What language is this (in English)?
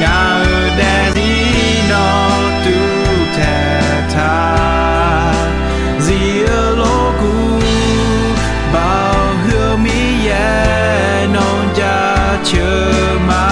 Akha